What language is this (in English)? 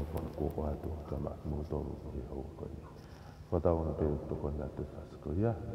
Tongan